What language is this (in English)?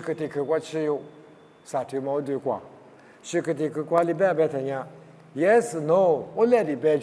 Lisu